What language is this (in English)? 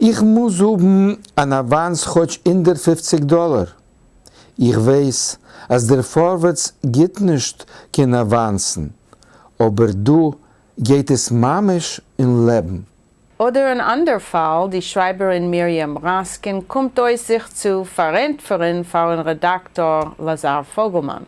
Yiddish